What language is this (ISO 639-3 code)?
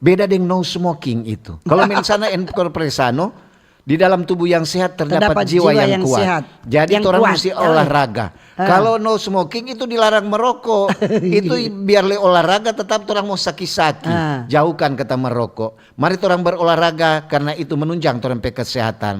xmm